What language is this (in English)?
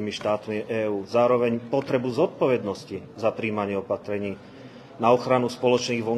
Slovak